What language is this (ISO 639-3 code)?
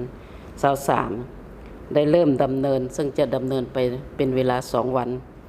lao